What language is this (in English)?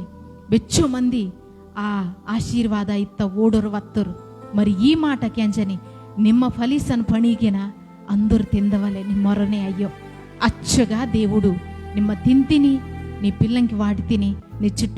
Koya